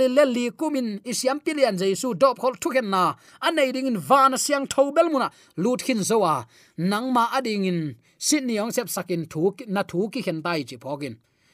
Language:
Tedim Chin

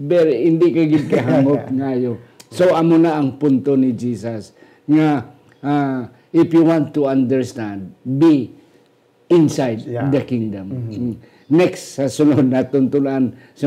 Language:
Hiligaynon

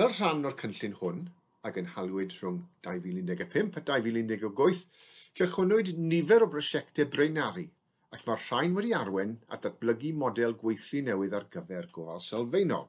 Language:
Welsh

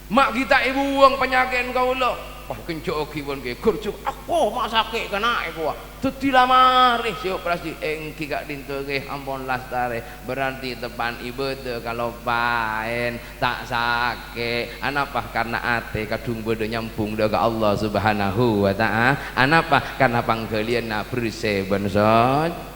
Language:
Madurese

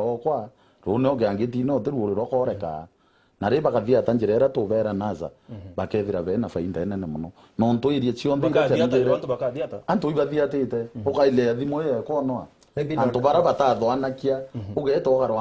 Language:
Meru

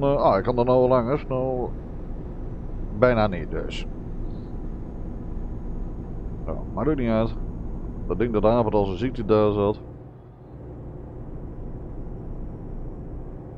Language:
Dutch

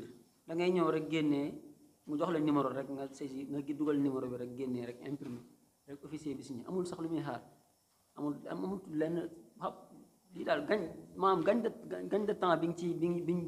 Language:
Wolof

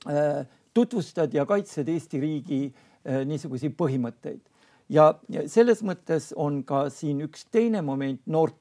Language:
Estonian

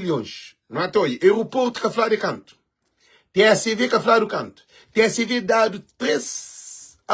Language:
Kabuverdianu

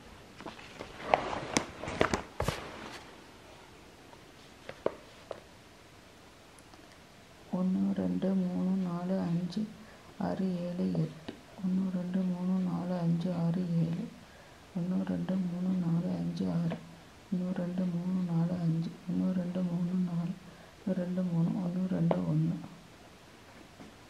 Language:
Tamil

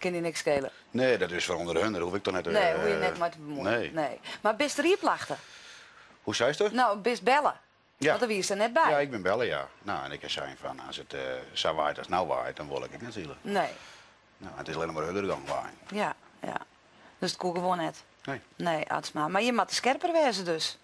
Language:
Western Frisian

